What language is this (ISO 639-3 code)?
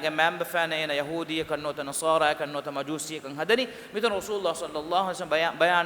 div